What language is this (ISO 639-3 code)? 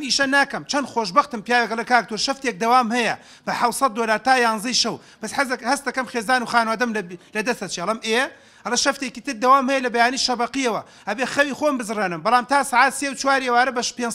ckb